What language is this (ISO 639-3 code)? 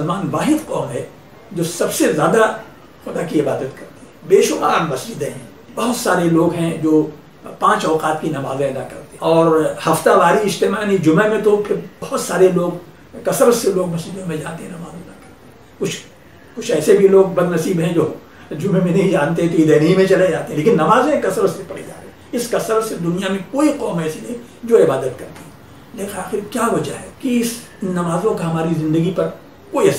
urd